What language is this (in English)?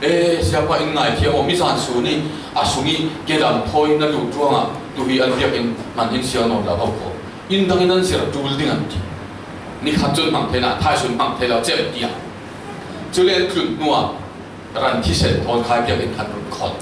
Falam Chin